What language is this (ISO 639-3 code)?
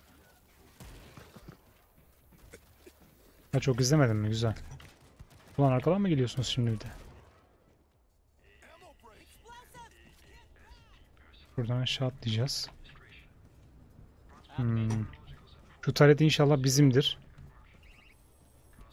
tur